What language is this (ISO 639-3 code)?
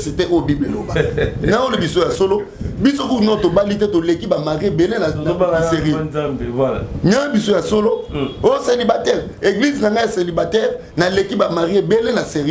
lin